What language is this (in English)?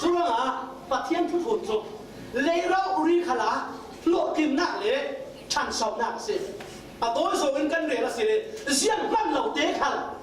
Falam Chin